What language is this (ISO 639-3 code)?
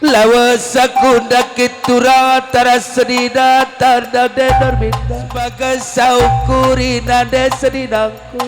btx